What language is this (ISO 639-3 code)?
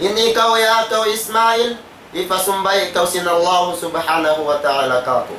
tsg